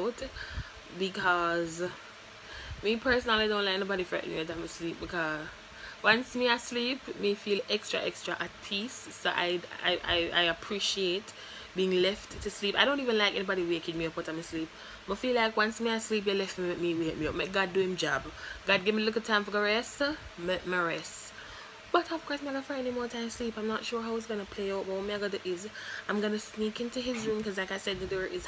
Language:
Jamaican Creole English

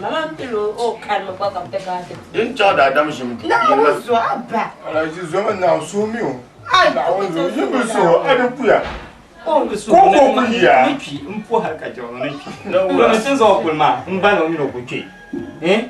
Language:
Dagbani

